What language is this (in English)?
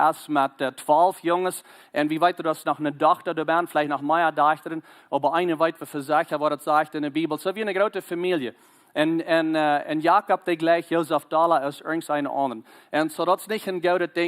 Plautdietsch